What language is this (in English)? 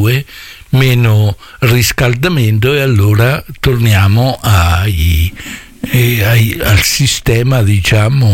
Italian